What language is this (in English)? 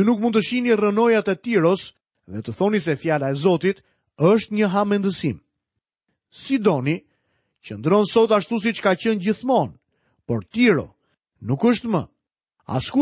Albanian